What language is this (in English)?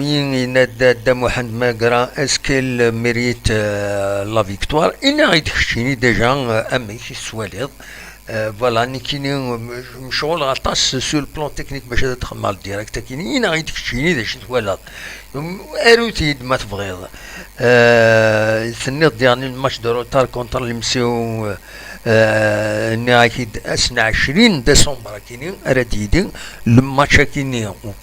Kabyle